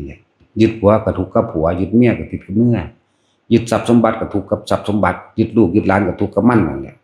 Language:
Lao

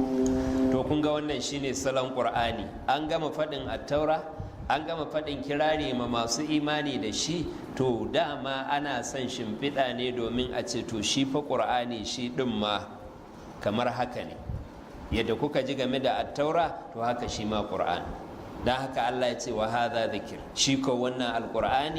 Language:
Hausa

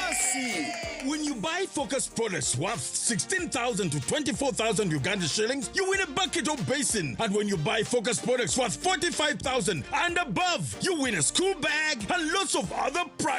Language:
Nyankole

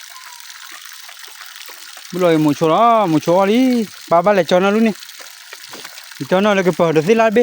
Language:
S'gaw Karen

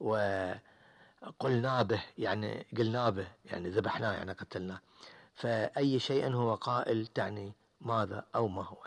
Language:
Gulf Arabic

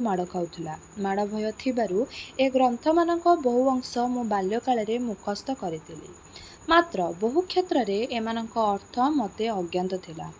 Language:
Odia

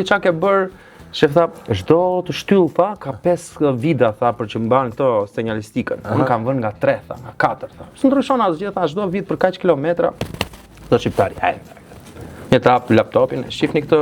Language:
Albanian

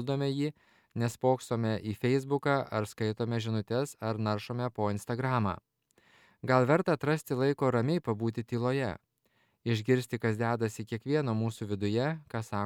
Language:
Lithuanian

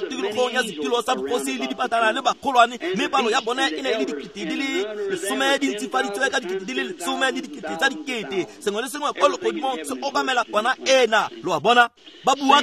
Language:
Tswana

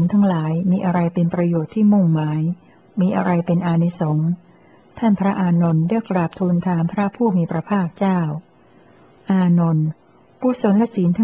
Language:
Thai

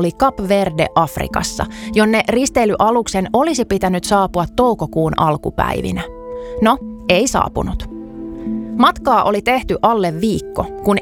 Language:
Finnish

